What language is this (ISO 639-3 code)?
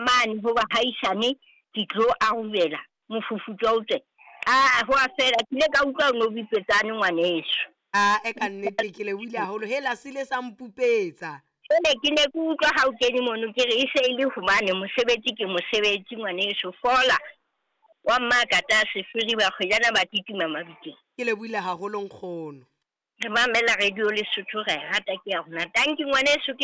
sot